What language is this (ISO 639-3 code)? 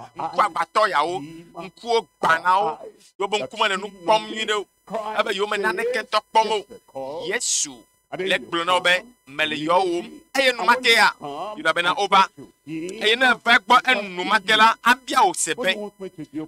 ewe